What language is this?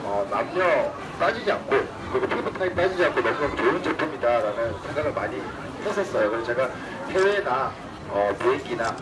Korean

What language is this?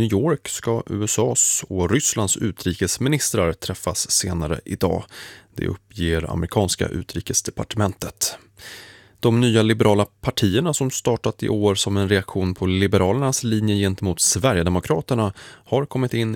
Swedish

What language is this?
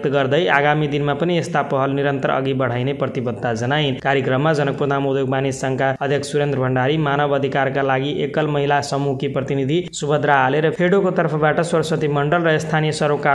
Nepali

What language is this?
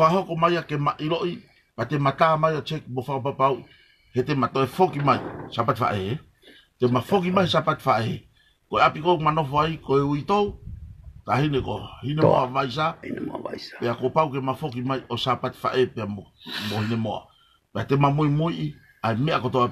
Tongan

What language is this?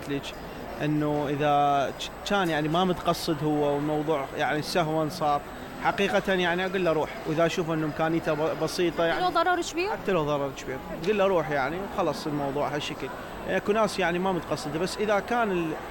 Mesopotamian Arabic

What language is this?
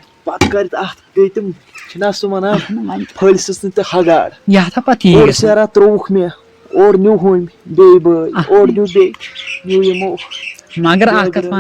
Kashmiri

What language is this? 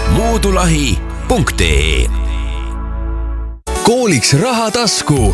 Estonian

